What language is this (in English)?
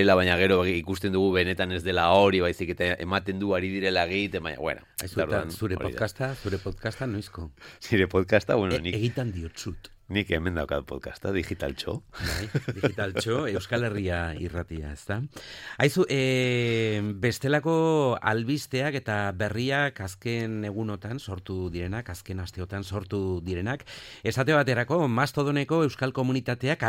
Basque